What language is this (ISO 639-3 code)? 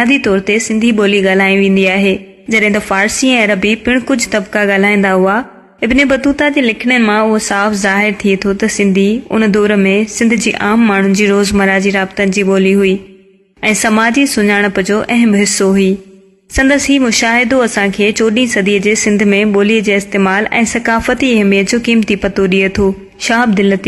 snd